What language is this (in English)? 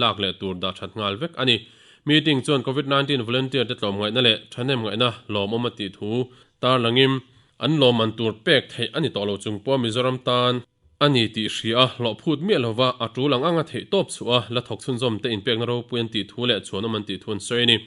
Mizo